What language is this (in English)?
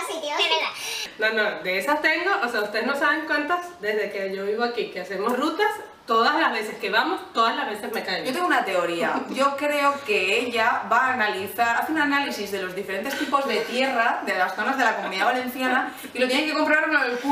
Spanish